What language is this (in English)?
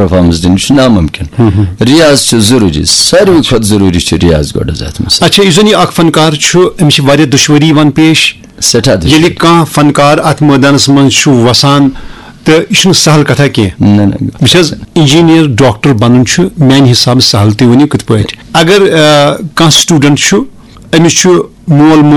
Kashmiri